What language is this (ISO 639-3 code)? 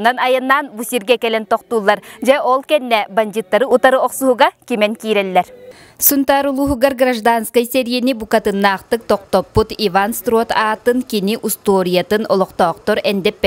sah